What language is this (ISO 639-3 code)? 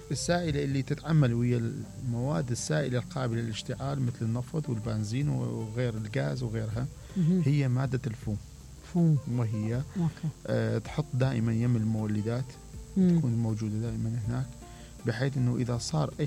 acm